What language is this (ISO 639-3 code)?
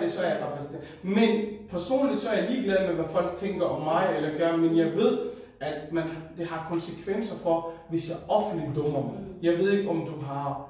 dan